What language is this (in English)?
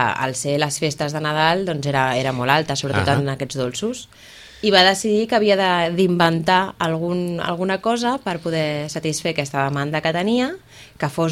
Catalan